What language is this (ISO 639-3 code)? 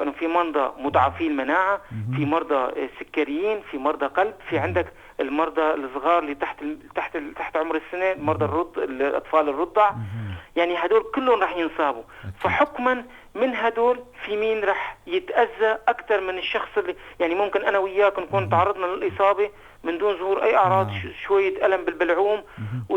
apc